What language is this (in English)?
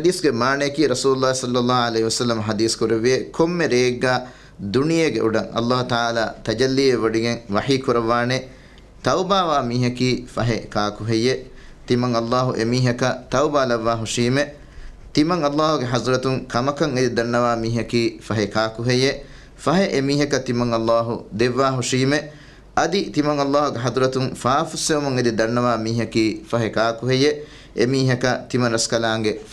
Divehi